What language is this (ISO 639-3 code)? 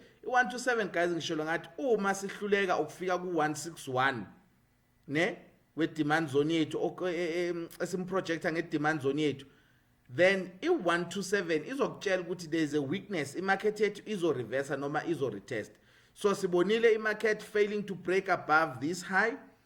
zul